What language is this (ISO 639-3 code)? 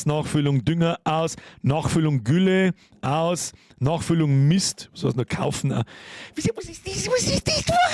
bar